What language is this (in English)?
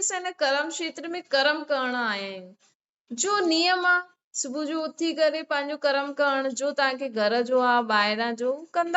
Sindhi